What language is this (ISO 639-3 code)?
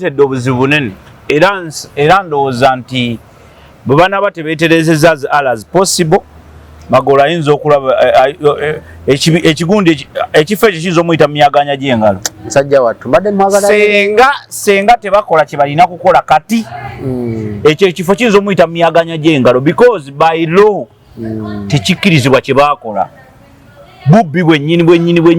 lug